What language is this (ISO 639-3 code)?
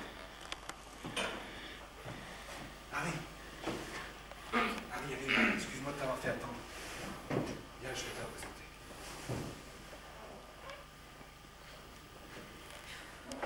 fra